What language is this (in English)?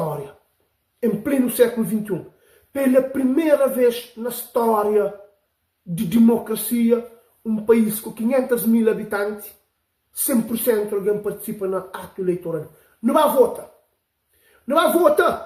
Kabuverdianu